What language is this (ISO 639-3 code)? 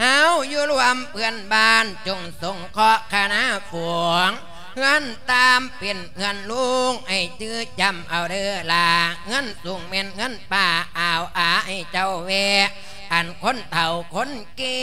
lao